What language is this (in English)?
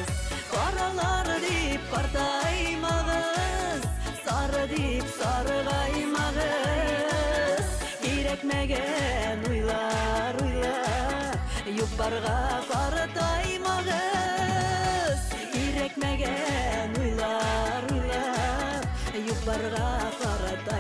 Bashkir